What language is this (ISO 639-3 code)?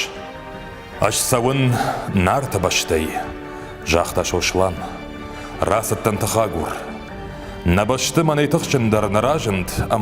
oss